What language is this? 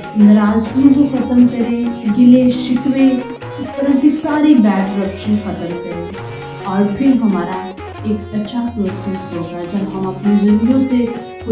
Urdu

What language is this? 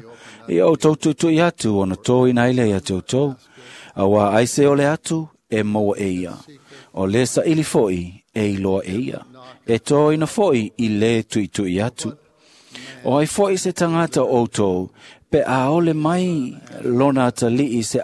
Samoan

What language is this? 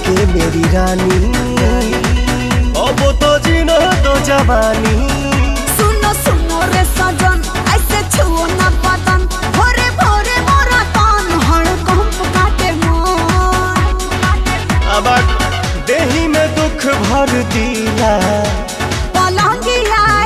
Bhojpuri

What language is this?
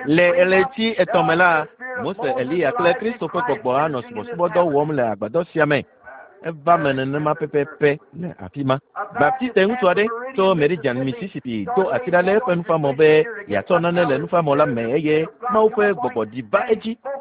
Ewe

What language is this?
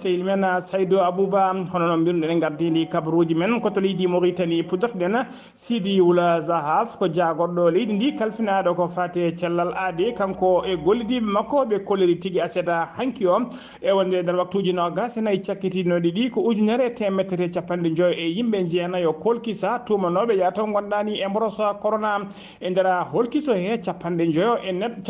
Fula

